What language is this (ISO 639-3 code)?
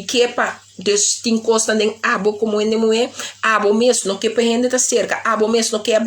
pap